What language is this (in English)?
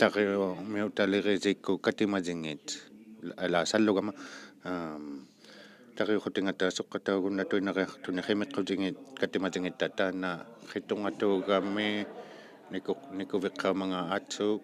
Inuktitut